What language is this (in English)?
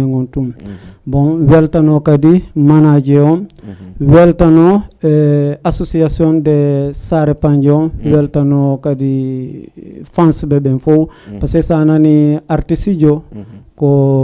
Fula